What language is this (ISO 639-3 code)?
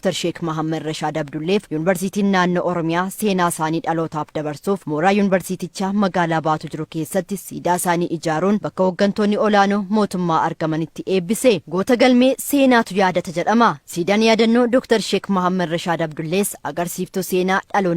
orm